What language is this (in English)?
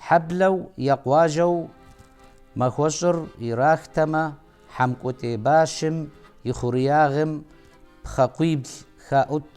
Kabardian